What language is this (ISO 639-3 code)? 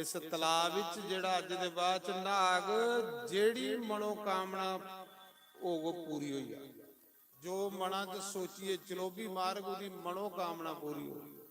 doi